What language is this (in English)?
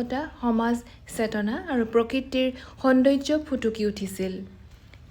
Assamese